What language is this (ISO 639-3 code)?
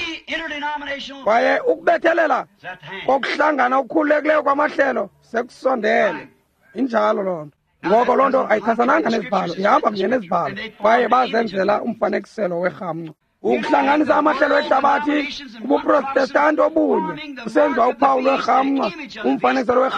xho